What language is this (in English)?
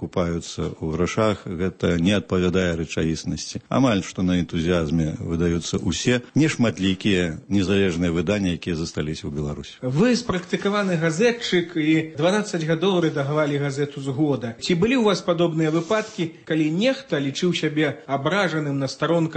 Belarusian